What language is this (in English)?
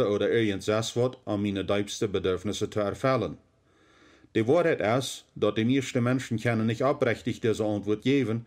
Plautdietsch